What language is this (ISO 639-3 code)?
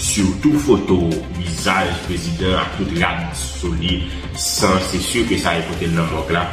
hat